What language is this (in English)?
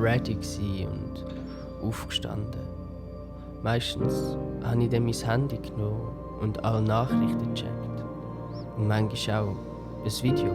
Swiss German